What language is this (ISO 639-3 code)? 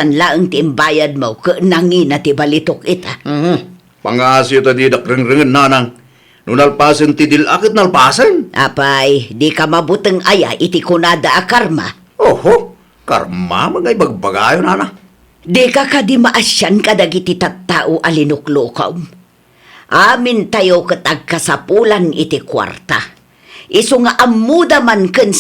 ilo